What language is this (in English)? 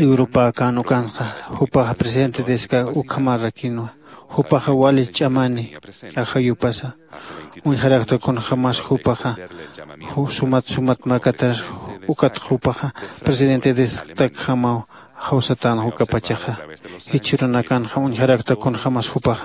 Aymara